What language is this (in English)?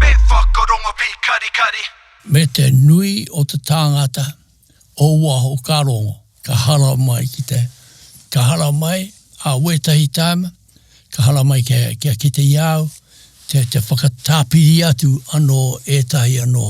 Māori